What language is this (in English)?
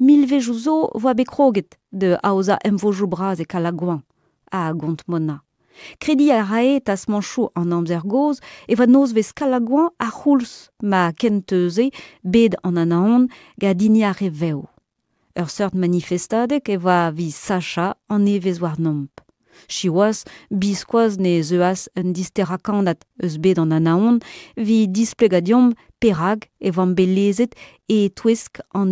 Breton